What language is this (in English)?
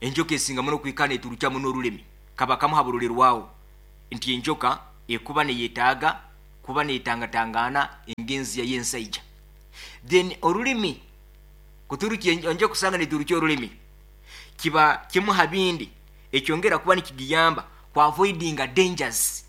Nyoro